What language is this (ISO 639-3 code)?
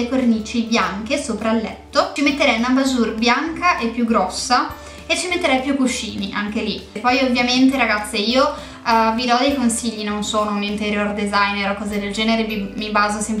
ita